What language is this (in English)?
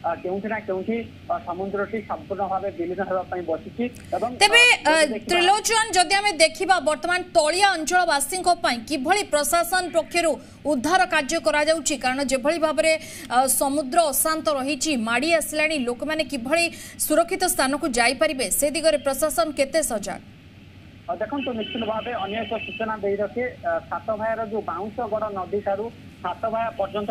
Odia